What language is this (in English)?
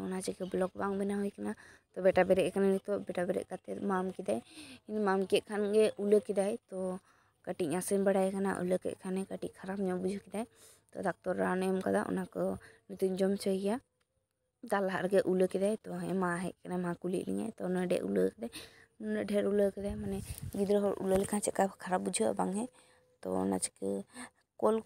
Santali